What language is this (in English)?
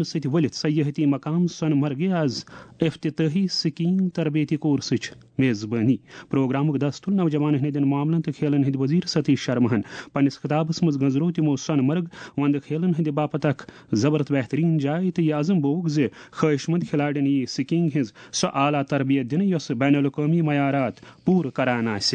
Kashmiri